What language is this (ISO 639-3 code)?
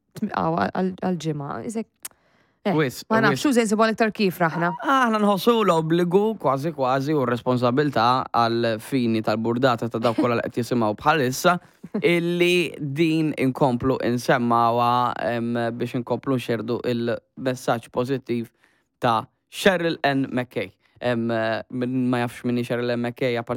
mlt